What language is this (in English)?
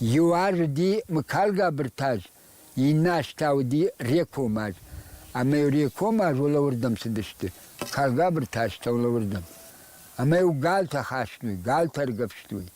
Ossetic